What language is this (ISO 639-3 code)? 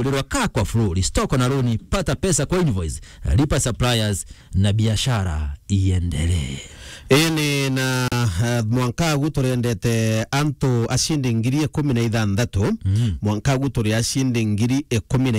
mer